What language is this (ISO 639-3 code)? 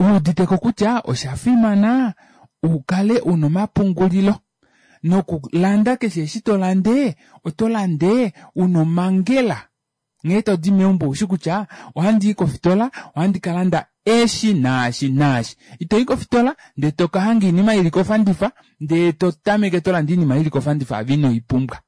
kua